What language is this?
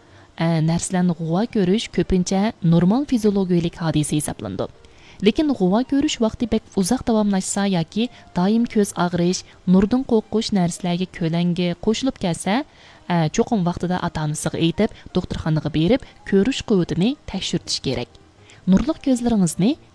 Uyghur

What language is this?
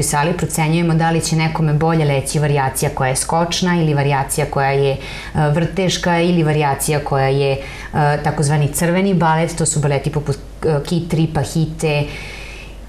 Serbian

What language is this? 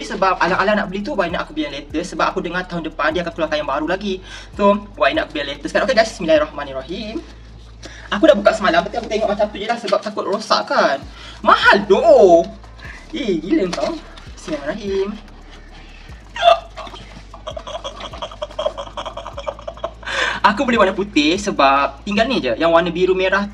Malay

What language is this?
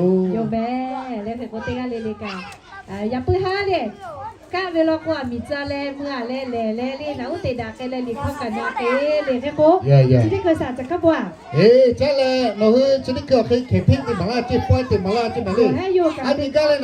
Lahu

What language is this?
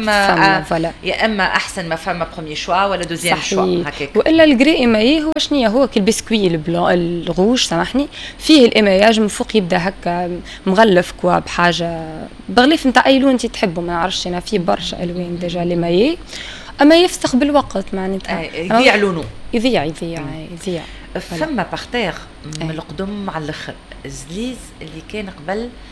Tunisian Arabic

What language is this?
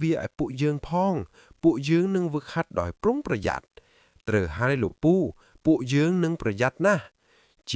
Khmer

